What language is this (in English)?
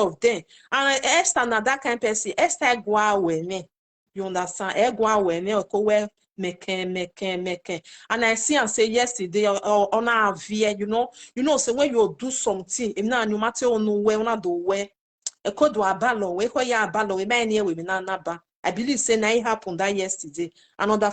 Nigerian Pidgin